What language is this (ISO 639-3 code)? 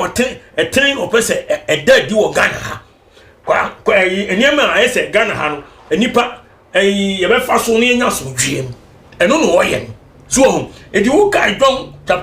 aka